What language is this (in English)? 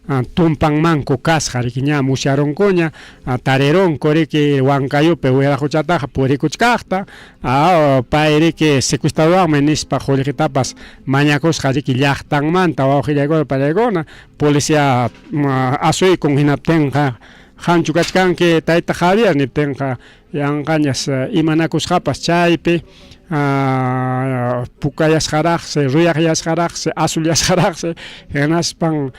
Ayacucho Quechua